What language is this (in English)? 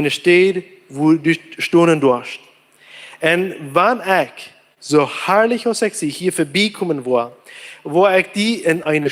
Plautdietsch